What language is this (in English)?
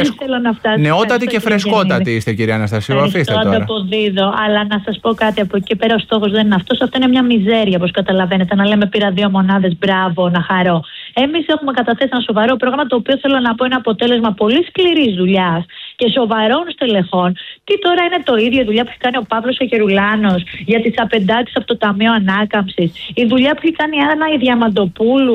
Greek